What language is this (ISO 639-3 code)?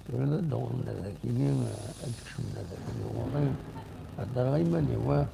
kab